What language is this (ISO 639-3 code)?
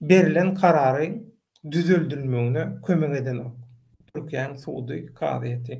tuk